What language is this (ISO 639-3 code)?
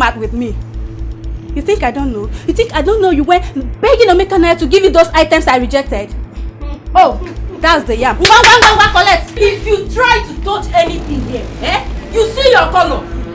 pcm